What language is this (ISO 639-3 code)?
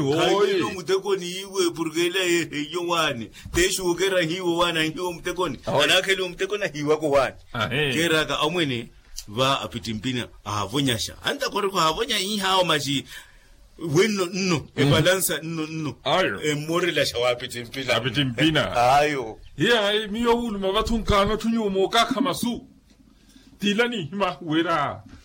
vmw